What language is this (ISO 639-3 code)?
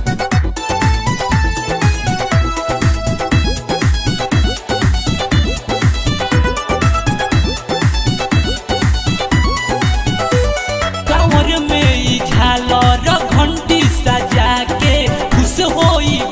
bho